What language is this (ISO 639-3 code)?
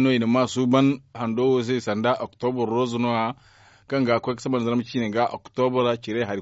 dje